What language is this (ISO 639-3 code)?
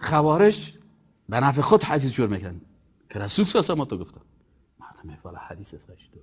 fas